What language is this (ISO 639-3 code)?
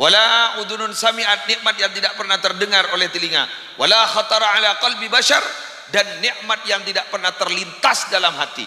mad